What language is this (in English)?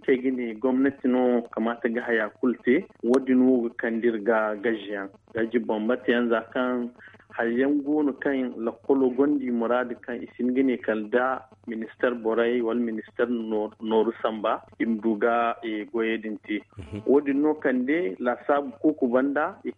Zarma